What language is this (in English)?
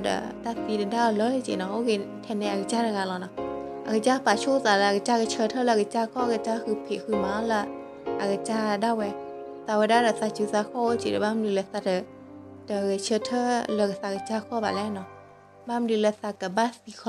S'gaw Karen